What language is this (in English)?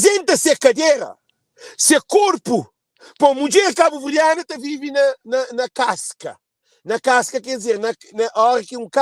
Kabuverdianu